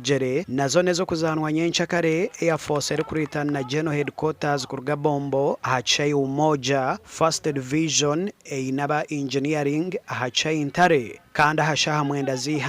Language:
Nyankole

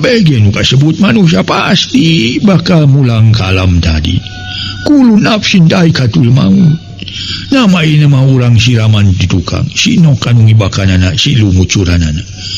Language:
Sundanese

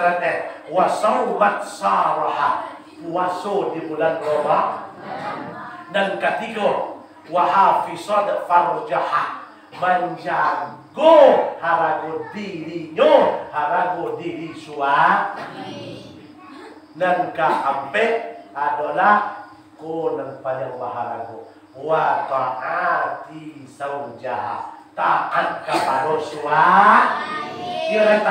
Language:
Minangkabau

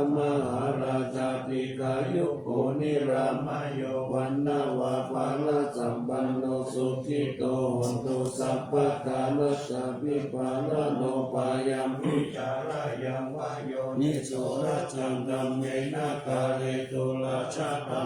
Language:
Pali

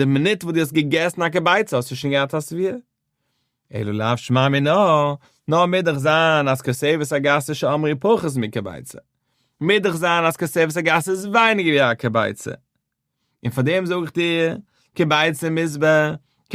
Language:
Yiddish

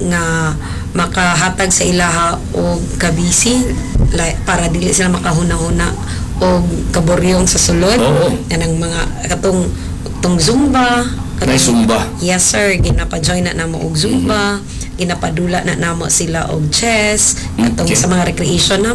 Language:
Cebuano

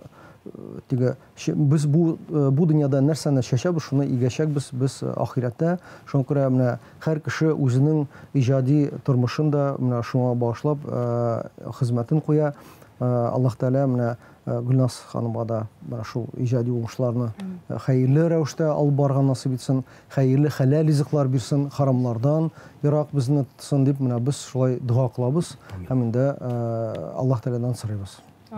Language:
Tatar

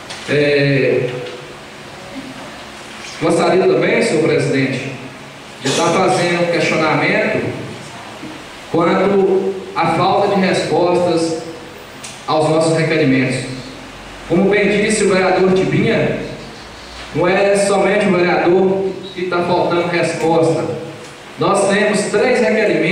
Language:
Portuguese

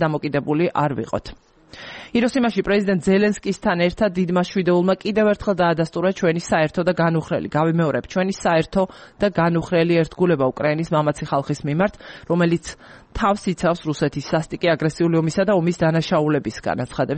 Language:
Georgian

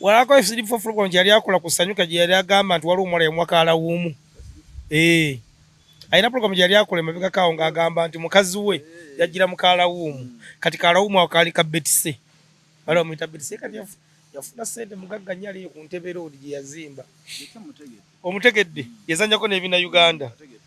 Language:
Ganda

